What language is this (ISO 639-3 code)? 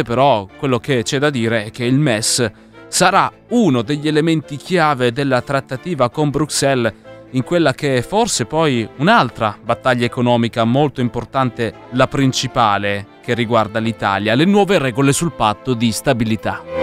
ita